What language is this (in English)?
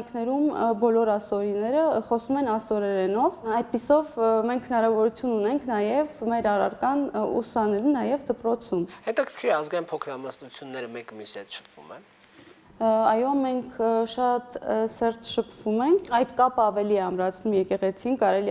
Armenian